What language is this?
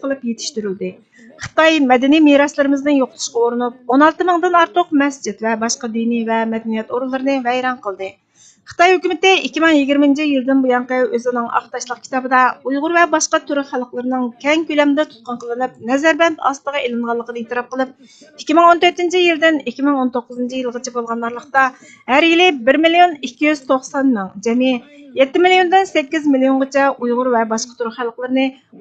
Uyghur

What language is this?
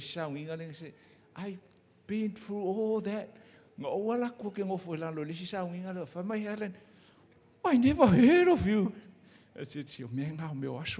Samoan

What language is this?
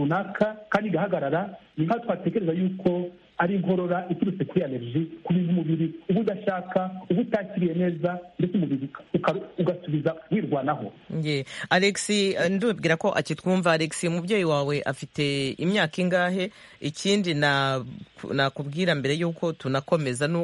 Kinyarwanda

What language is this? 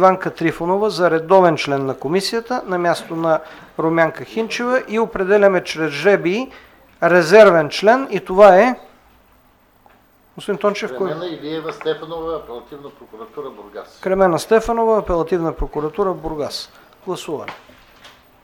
Bulgarian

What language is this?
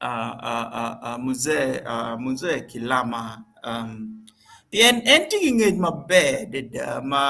Acoli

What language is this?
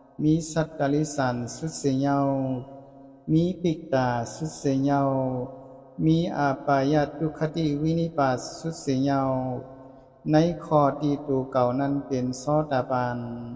Shan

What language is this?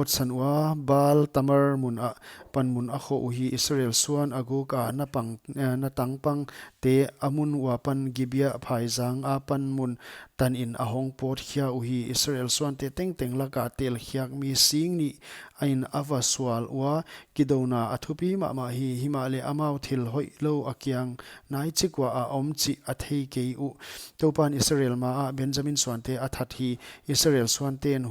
Paite Chin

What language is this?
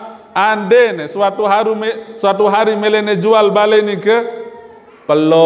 Sasak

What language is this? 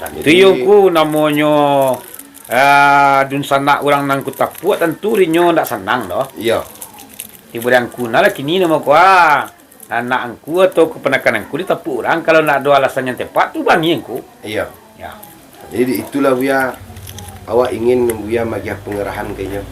Minangkabau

